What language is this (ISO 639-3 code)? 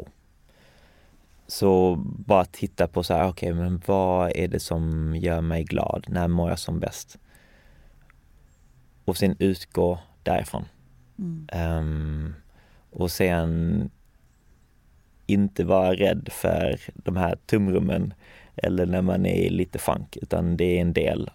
swe